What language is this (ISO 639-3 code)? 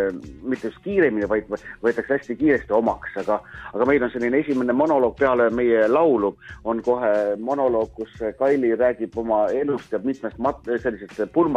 est